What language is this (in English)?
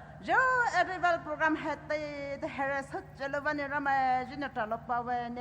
Poumei Naga